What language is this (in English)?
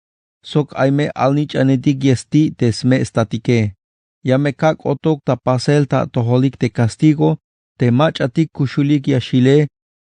Tzeltal